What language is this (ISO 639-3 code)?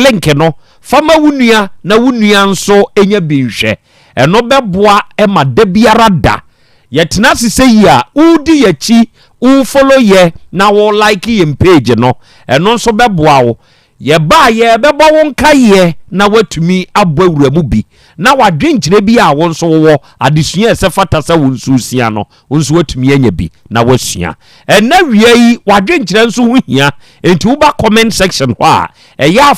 aka